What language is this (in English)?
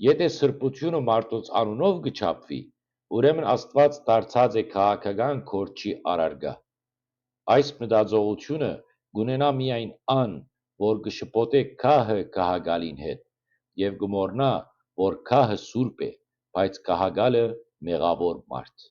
Western Armenian